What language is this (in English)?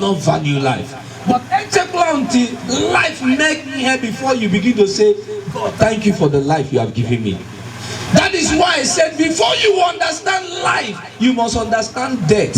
Igbo